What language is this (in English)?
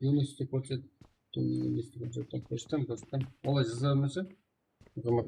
Kara-Kalpak